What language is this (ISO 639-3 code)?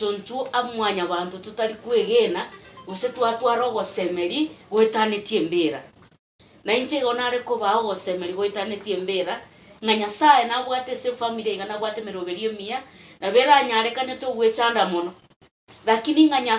guz